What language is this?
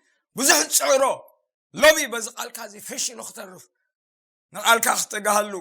Tigrinya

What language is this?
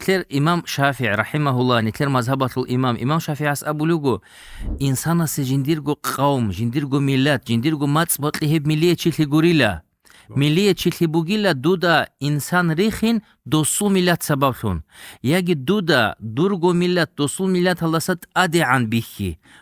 Avaric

